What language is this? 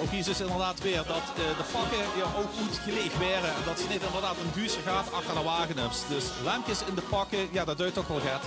Limburgish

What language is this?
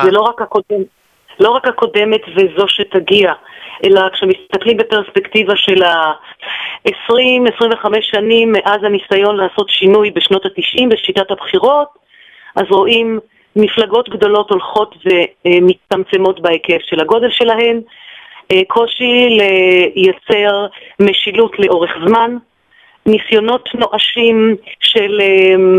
Hebrew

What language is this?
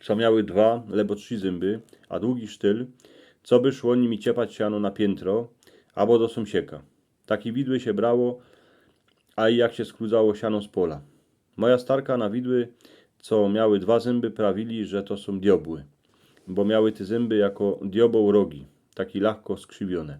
Silesian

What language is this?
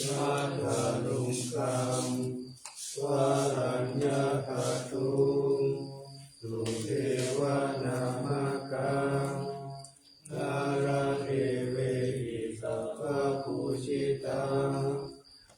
Pali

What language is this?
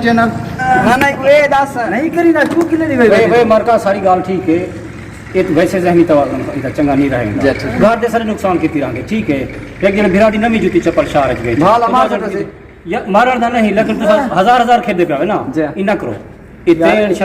Saraiki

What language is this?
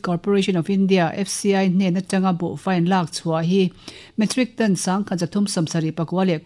Mizo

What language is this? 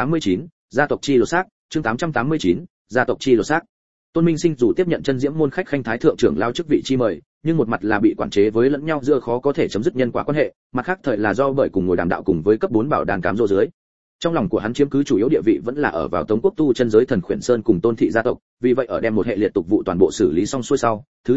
Vietnamese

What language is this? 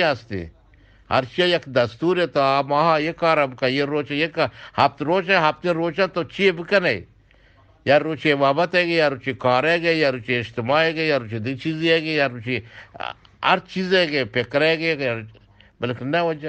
Eastern Balochi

